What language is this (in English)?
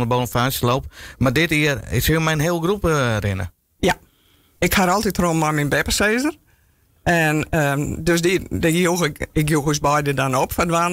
Western Frisian